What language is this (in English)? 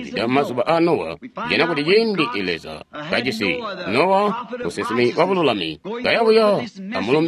Tonga (Zambia)